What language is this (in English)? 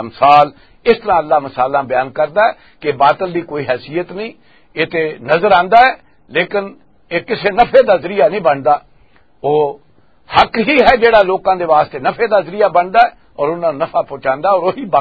Western Panjabi